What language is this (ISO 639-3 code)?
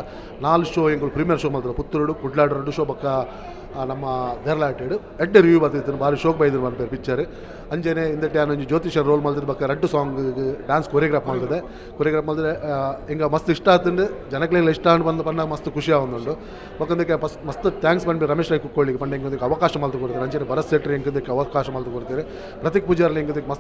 tcy